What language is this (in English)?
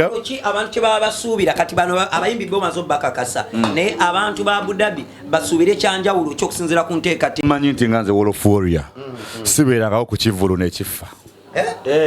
Ganda